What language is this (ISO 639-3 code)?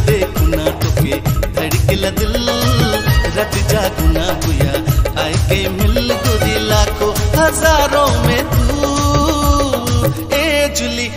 sck